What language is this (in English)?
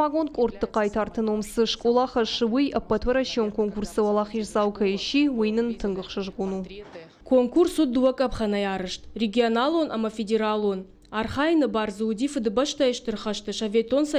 Ossetic